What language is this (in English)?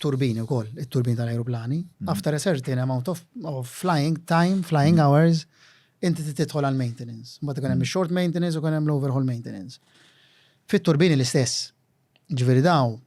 Maltese